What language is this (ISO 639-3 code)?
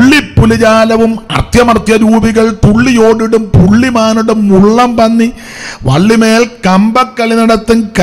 mal